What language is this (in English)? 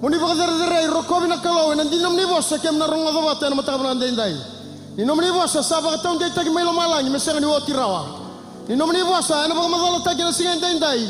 Fijian